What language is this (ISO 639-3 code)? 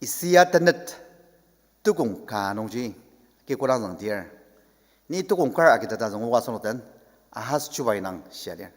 njo